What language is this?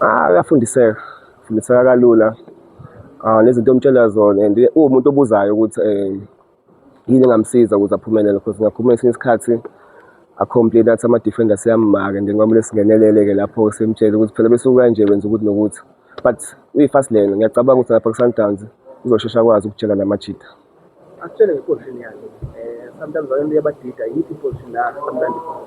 Zulu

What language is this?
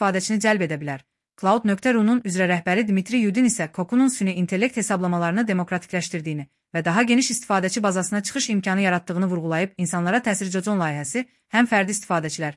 Azerbaijani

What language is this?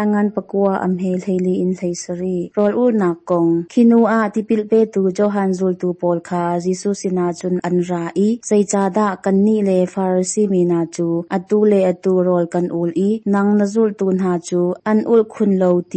Hakha Chin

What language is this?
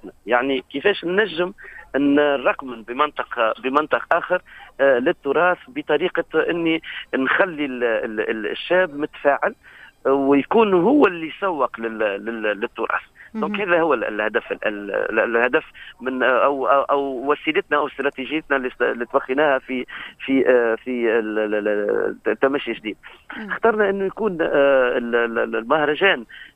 Tunisian Arabic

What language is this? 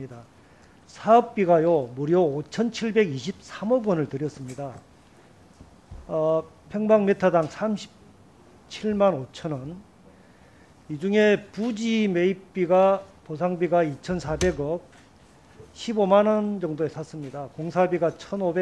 Korean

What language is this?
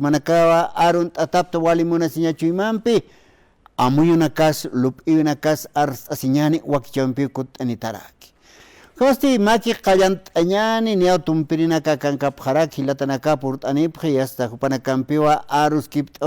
Aymara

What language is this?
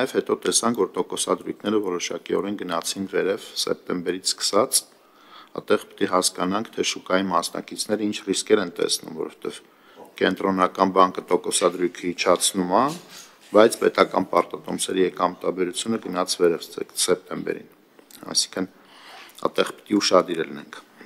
Armenian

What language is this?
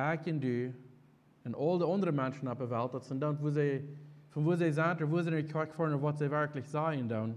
Plautdietsch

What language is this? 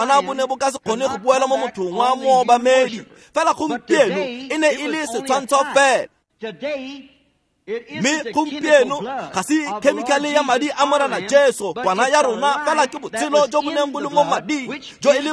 Tswana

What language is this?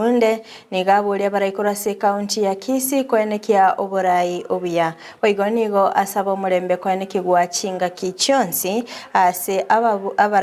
Gusii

